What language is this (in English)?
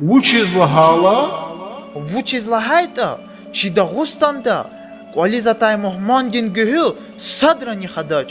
Lezghian